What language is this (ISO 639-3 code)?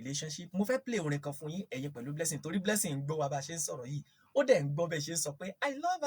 yor